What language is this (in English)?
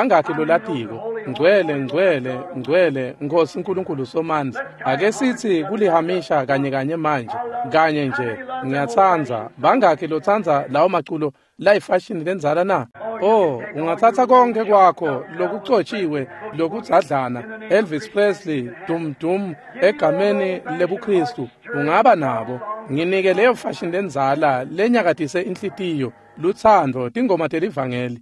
Swati